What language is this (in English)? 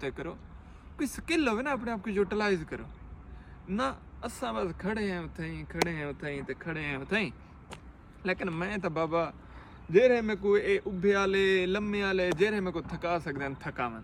Saraiki